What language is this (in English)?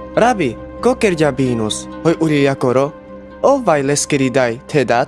Carpathian Romani